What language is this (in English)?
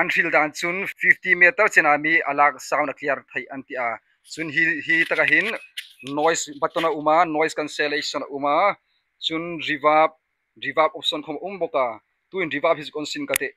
Hmar